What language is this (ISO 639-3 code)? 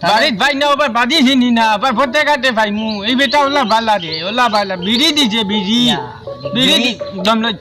syl